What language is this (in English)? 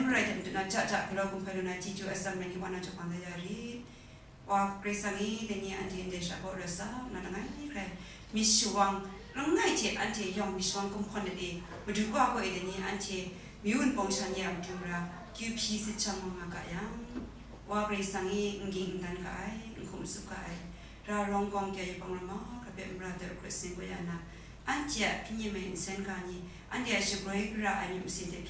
Kachin